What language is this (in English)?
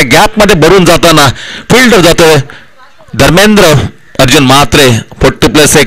Marathi